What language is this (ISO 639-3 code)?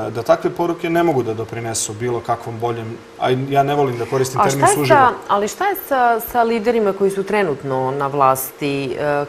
srp